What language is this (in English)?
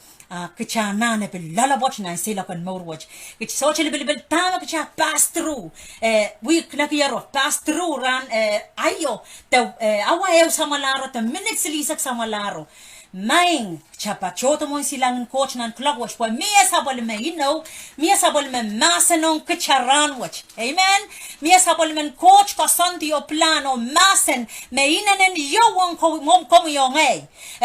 Pohnpeian